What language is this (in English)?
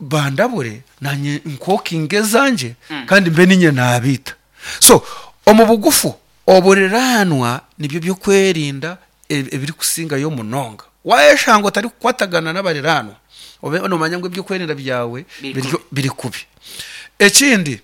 Nyoro